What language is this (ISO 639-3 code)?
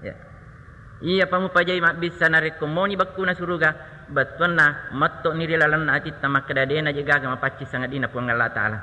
bug